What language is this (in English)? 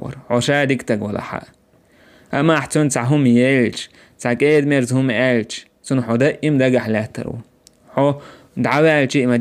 Chechen